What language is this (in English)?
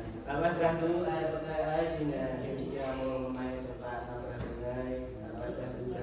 Central Mnong